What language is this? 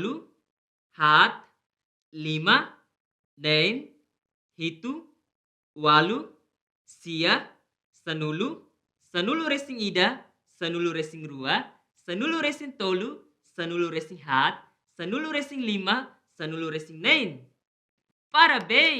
Tetum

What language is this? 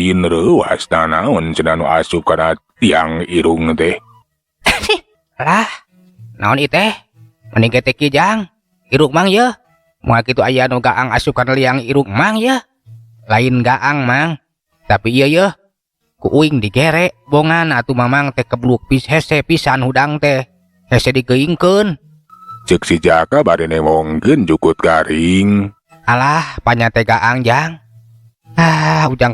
Sundanese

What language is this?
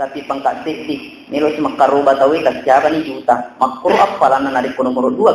Buginese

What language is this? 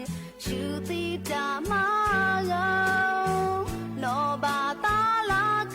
Lahu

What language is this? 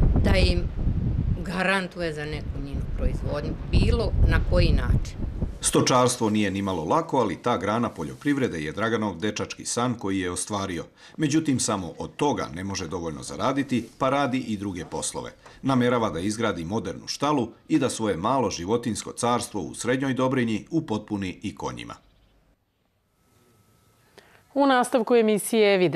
Serbian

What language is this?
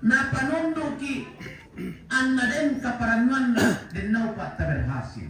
Toraja-Sa'dan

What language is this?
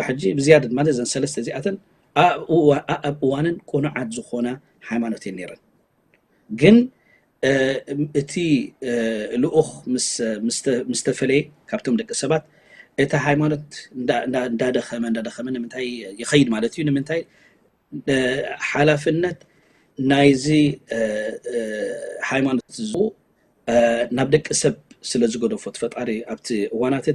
Tigrinya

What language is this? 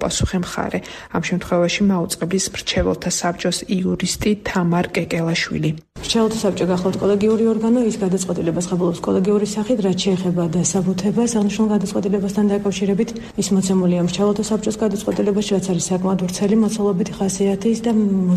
Georgian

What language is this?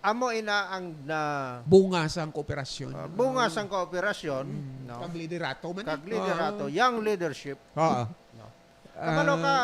Hiligaynon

